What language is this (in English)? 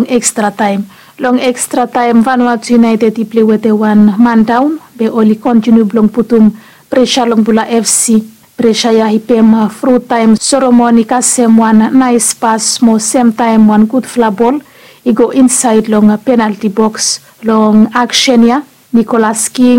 Bislama